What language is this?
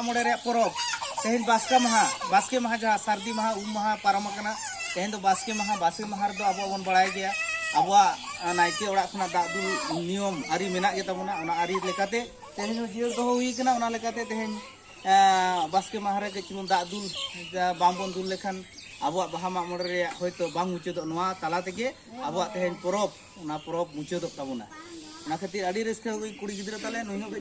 Santali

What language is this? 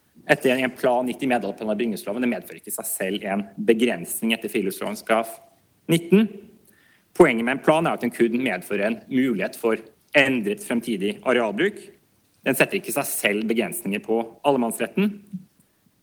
Norwegian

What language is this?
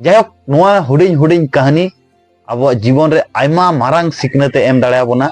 Santali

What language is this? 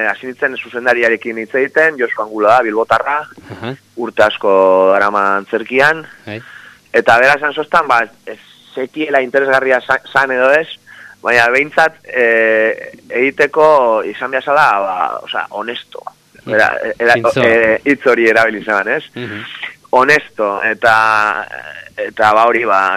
Basque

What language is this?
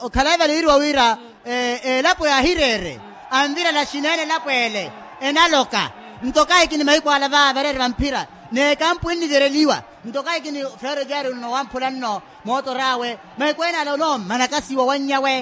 Makhuwa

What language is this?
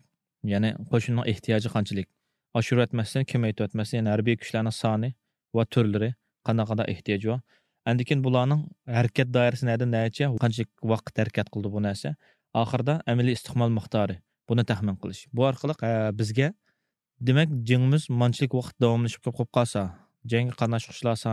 Uyghur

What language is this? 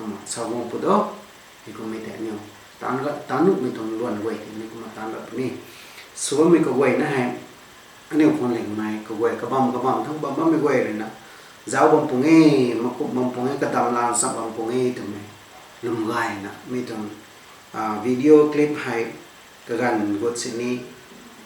Rongmei Naga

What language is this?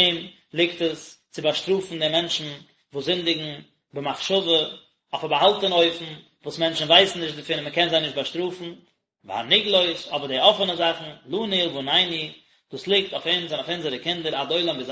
Yiddish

